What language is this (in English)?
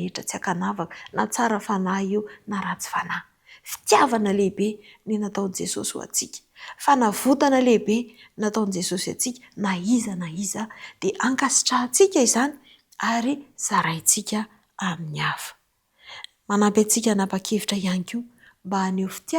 Malagasy